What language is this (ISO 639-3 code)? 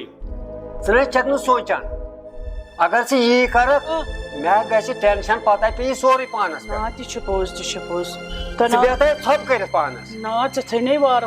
kas